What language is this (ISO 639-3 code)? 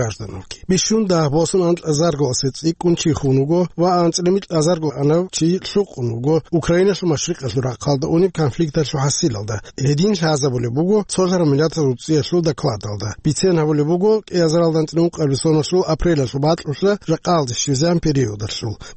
ava